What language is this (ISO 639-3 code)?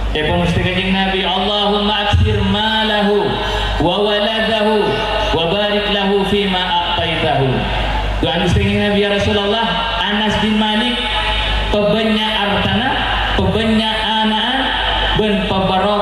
mad